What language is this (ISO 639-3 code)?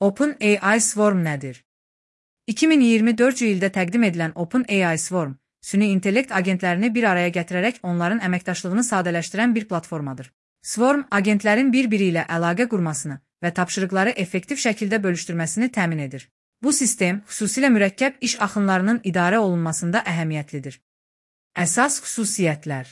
aze